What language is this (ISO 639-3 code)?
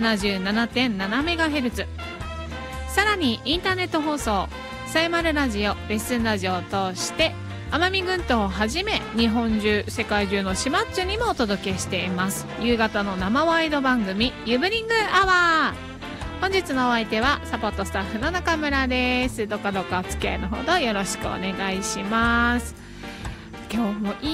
jpn